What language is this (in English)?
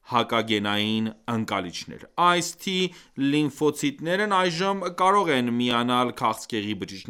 Armenian